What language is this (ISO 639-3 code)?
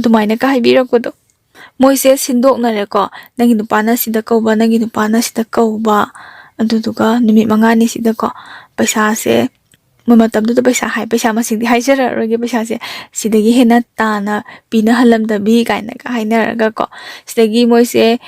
mni